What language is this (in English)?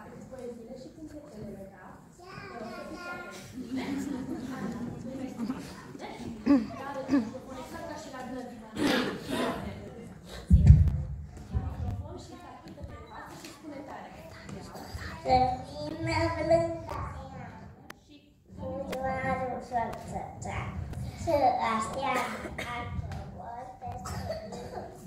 Romanian